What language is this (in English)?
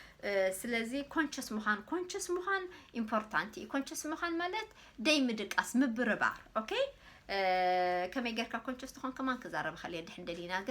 Tigrinya